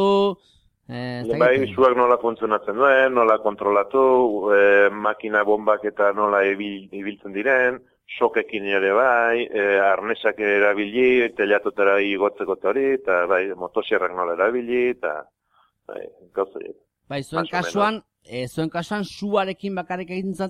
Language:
Basque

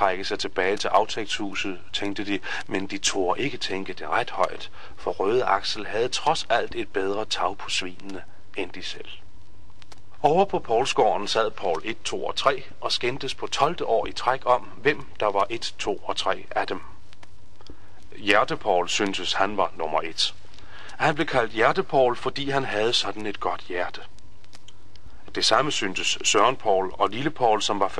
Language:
Danish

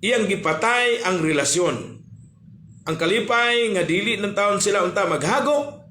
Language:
Cebuano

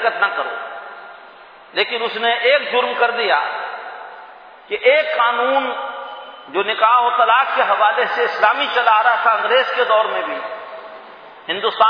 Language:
Urdu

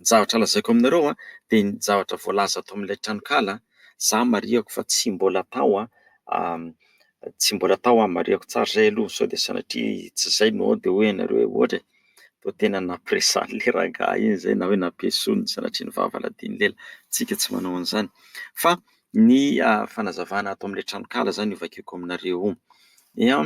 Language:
Malagasy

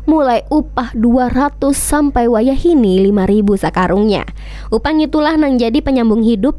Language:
Banjar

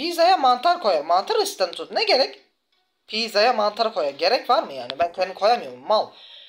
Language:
Turkish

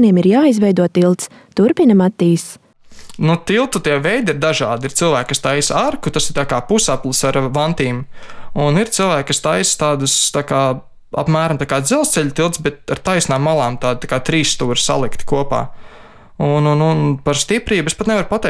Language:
Latvian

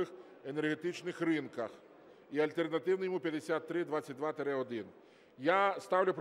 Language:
Ukrainian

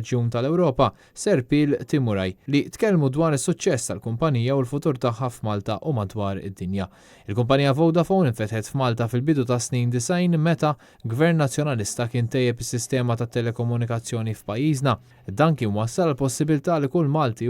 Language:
Maltese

